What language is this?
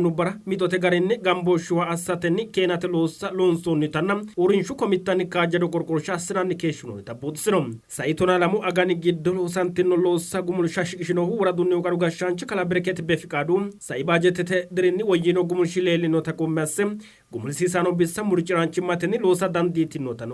Sidamo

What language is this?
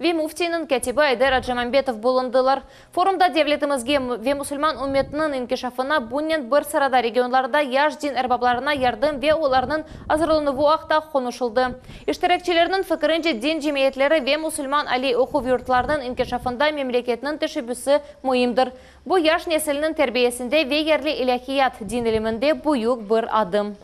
Crimean Tatar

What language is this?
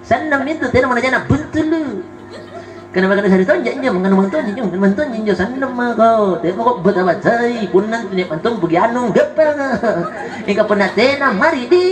Makasar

